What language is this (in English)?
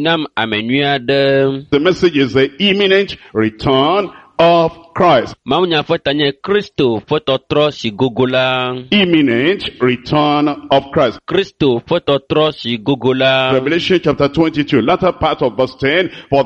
Ewe